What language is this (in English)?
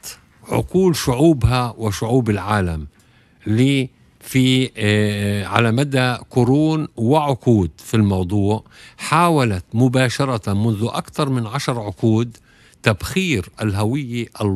Tunisian Arabic